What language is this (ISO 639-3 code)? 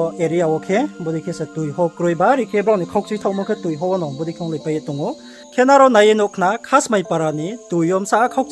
ria